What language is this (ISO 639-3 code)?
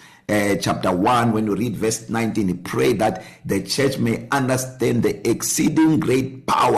eng